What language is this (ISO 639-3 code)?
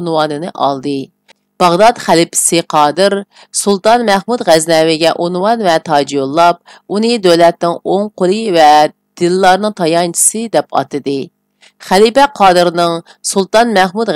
uig